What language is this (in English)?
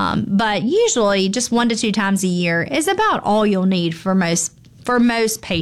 English